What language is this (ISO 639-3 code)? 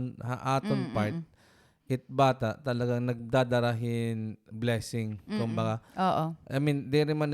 war